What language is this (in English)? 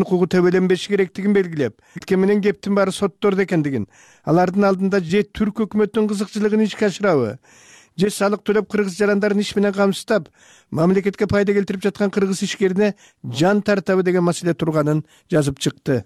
Kyrgyz